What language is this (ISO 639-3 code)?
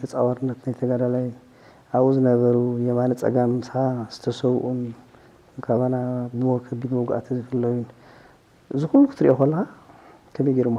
tir